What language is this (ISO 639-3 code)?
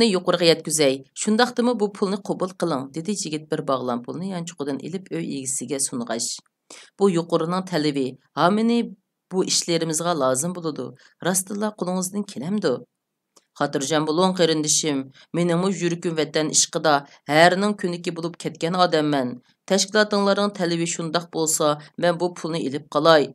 uig